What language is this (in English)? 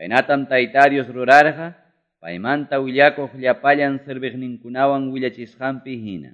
Quechua